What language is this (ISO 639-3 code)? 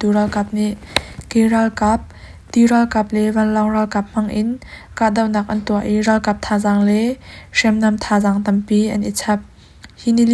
cnh